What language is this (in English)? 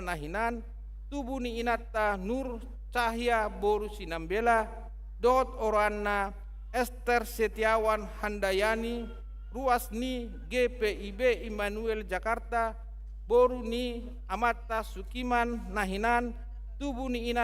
Batak Toba